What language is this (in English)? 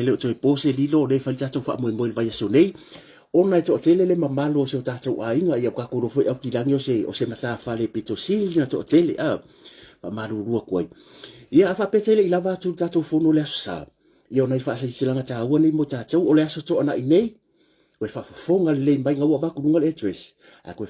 Samoan